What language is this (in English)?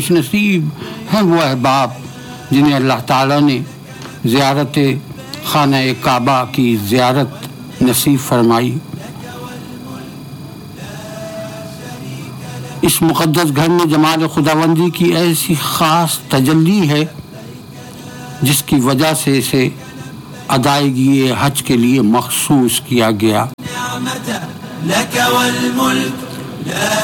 Urdu